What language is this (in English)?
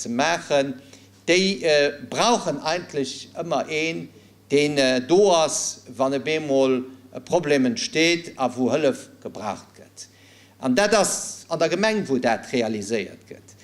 Luxembourgish